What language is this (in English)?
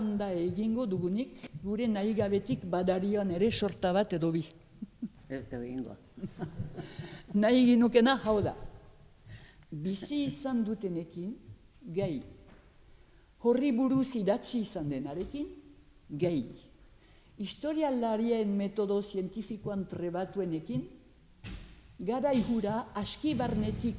Basque